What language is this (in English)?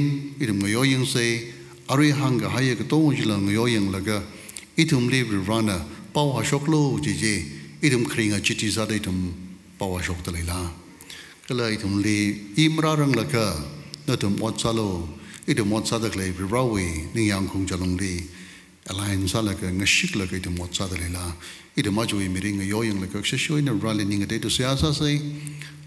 Tangkhul Naga (India)